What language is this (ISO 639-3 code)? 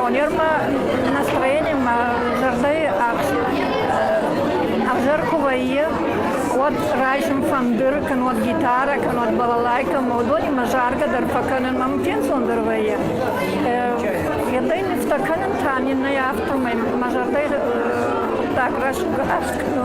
oss